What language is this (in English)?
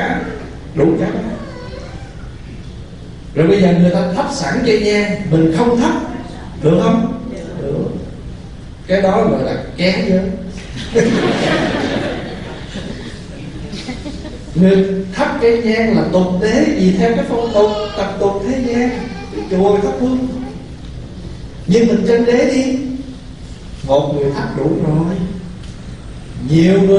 Vietnamese